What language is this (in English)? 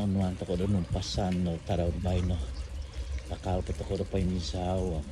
Central Dusun